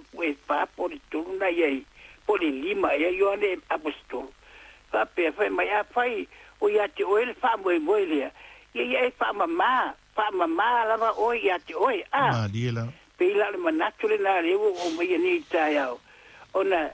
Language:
Samoan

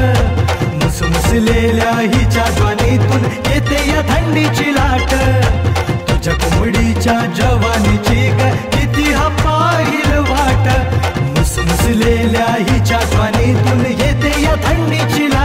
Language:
Marathi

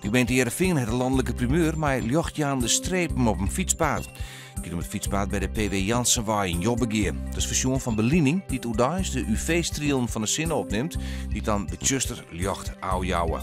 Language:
Western Frisian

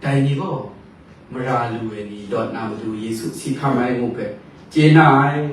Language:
Kachin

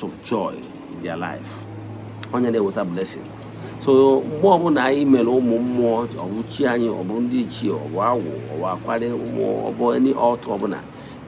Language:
Igbo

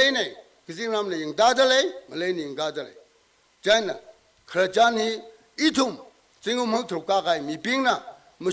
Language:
Tangkhul Naga (India)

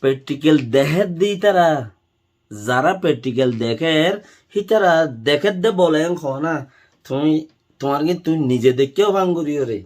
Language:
Rohingya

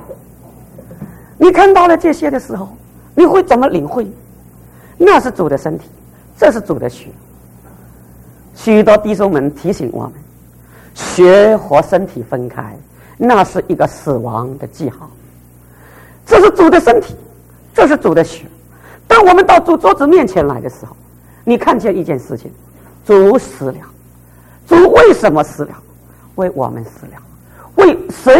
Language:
Chinese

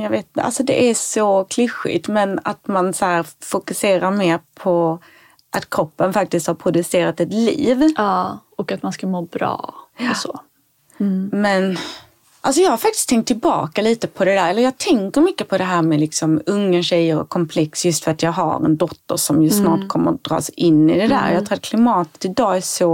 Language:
Swedish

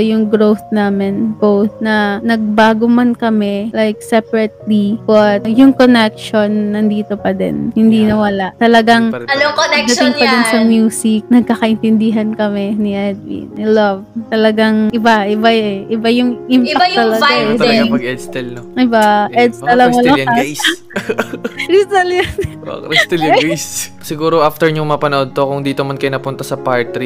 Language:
Filipino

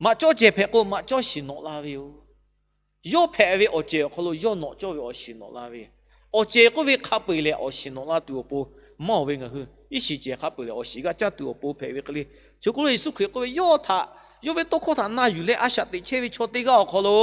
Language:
Lahu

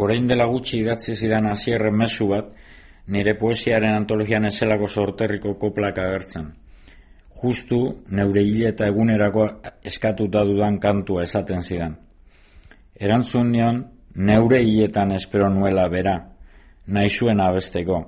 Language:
Basque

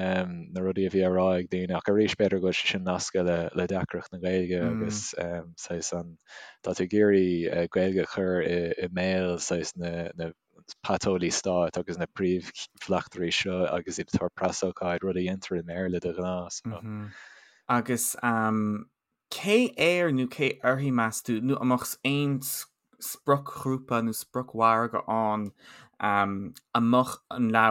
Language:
Irish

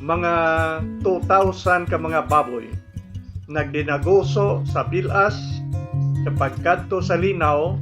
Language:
Hiligaynon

